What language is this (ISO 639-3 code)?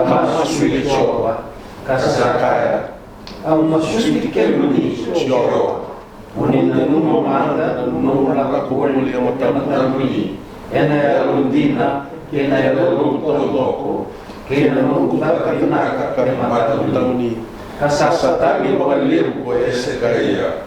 fij